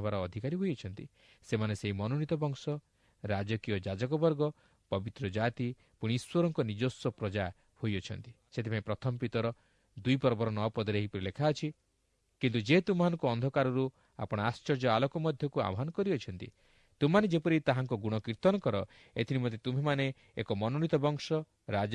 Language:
Odia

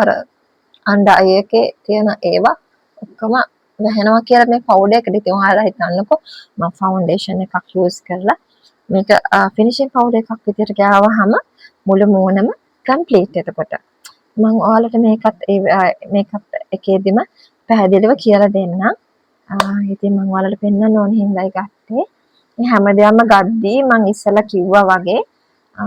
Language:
Sinhala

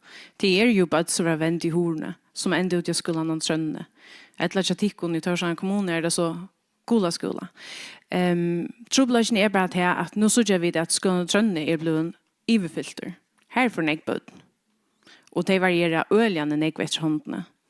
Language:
Faroese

